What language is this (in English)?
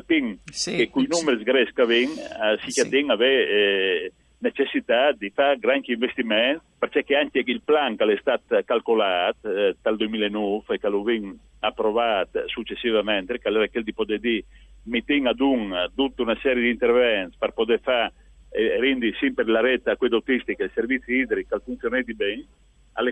Friulian